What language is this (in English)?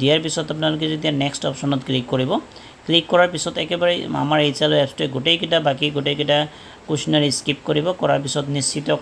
Assamese